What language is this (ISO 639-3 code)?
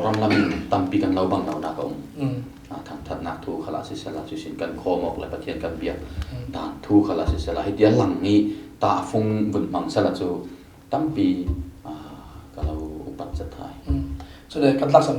cfm